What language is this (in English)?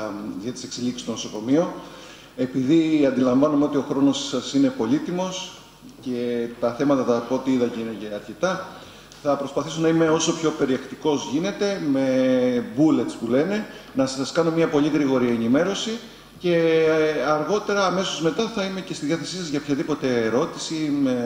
Greek